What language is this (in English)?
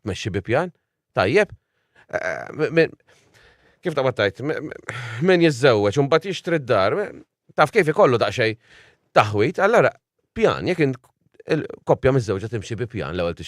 Maltese